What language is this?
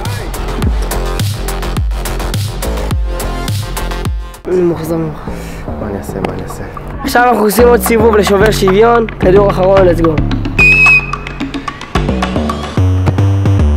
Hebrew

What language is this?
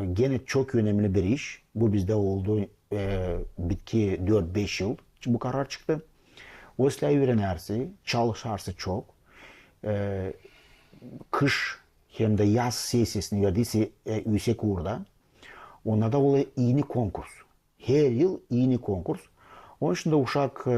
Gagauz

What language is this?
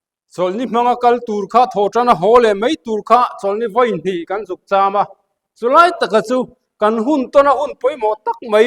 Mizo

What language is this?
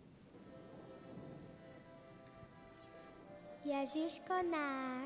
Slovak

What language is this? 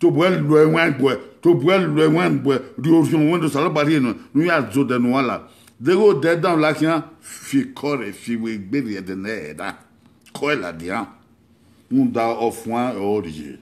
Bini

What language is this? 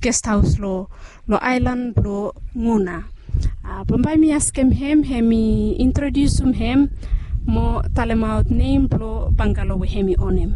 Bislama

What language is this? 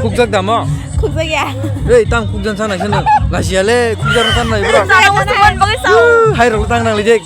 Kok Borok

